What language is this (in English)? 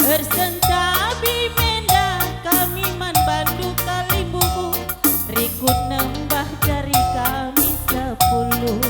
Batak Karo